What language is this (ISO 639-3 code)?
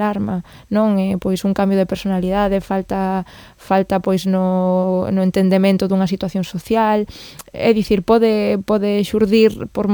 glg